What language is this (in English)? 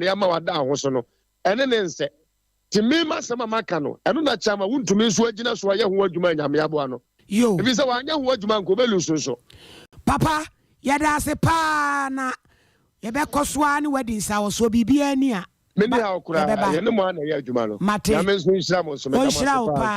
Akan